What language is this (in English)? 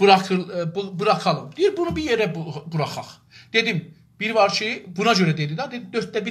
South Azerbaijani